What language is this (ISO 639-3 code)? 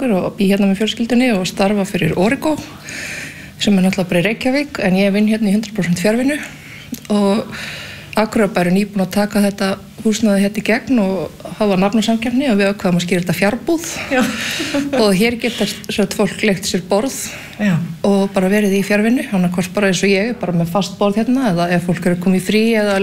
isl